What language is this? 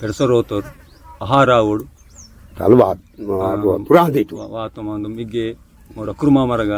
Aheri Gondi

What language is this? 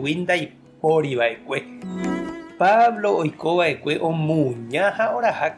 Guarani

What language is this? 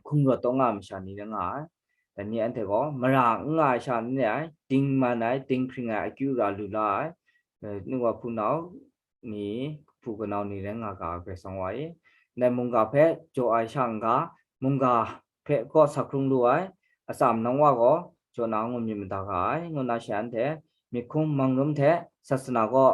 Kachin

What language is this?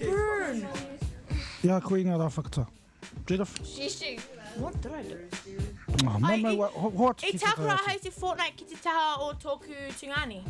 Māori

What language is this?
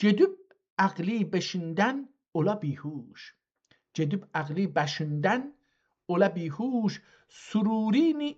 South Azerbaijani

